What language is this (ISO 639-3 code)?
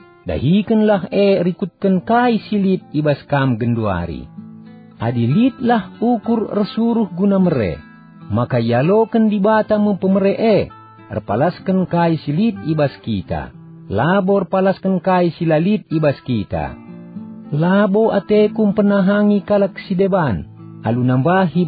btx